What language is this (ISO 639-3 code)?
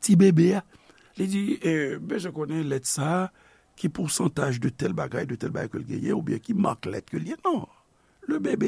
hat